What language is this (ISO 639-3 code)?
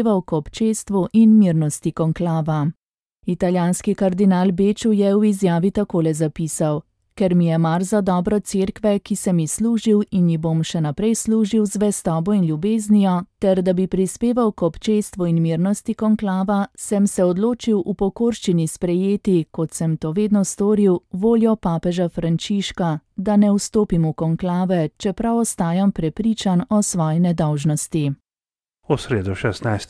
slv